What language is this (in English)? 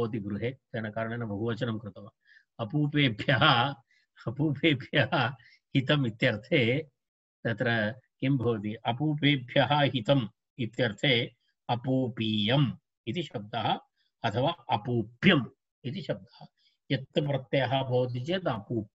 Sanskrit